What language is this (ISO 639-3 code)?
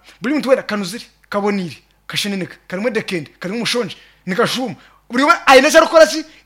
nyn